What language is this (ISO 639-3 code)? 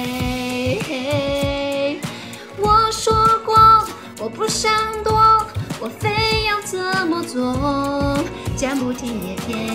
zho